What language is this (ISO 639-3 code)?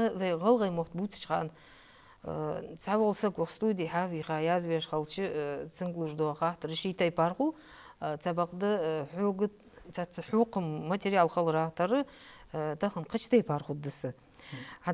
inh